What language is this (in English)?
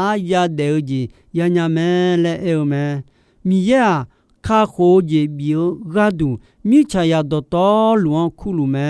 Akha